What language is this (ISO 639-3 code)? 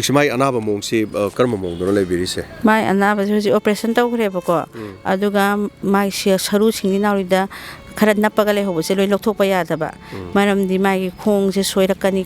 mni